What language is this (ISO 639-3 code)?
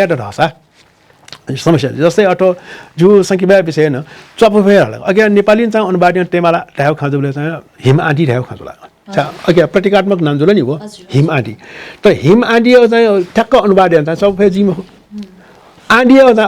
new